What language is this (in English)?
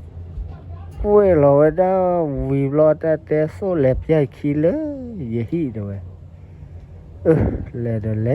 S'gaw Karen